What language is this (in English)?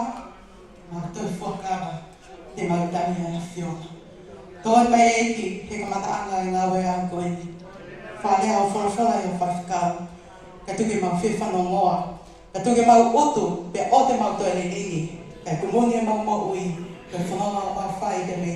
Tongan